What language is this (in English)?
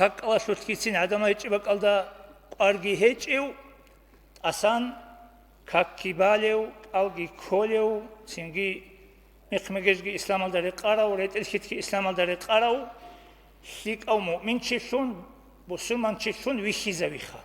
Avaric